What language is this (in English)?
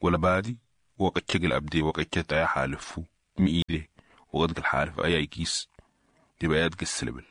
Sudanese Arabic